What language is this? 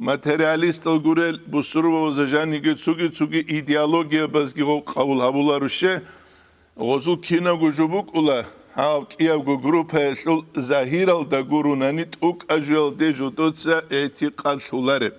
Avaric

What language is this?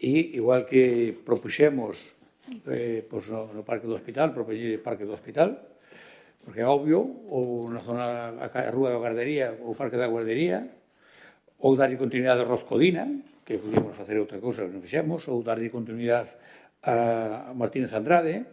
Galician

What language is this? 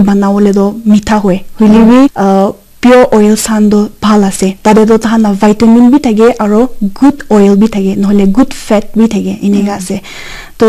Naga Pidgin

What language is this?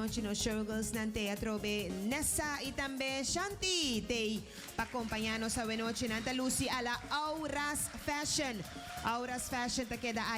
Papiamento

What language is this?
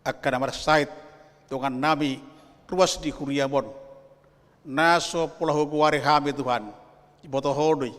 Batak Toba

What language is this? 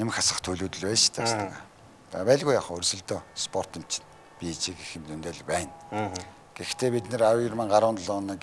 Mongolian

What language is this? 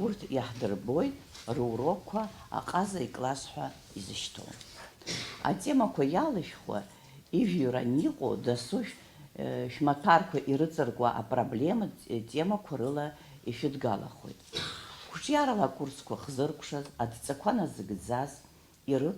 Abkhazian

